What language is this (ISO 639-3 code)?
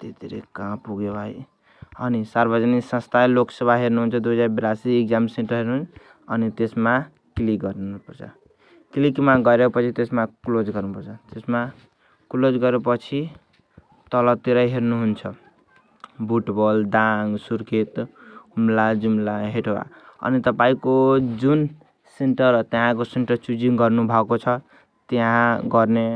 nep